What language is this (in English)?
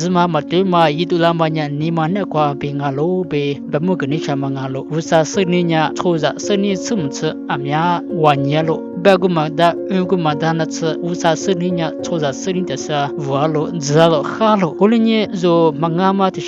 Lisu